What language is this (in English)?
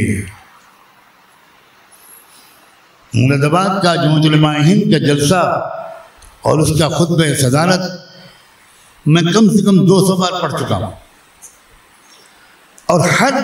Urdu